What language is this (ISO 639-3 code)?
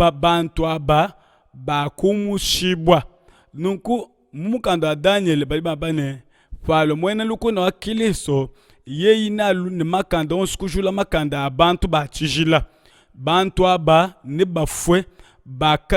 lua